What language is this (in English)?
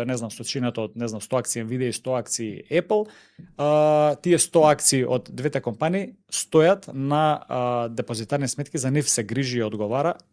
Macedonian